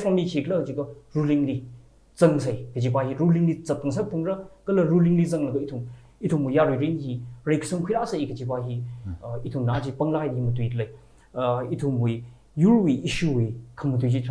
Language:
Tangkhul Naga (India)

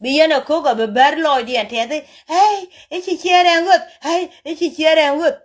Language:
Nuer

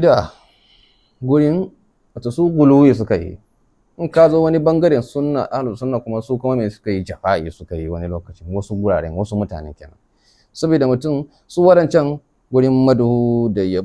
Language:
Hausa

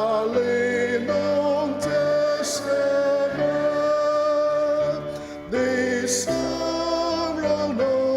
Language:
Ao Naga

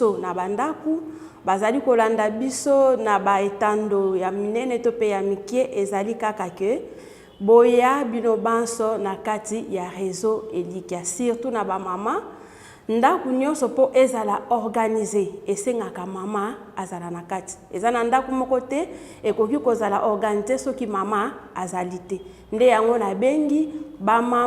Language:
Lingala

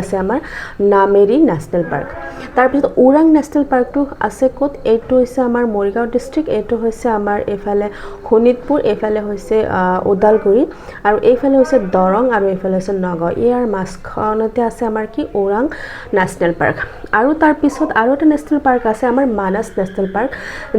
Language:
Assamese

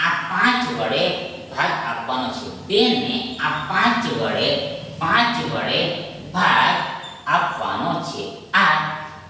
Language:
Gujarati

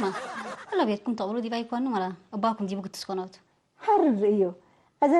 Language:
Tigre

